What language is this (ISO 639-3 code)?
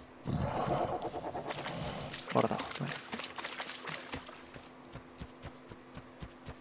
eus